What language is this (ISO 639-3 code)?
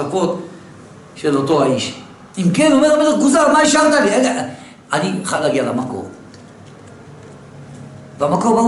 heb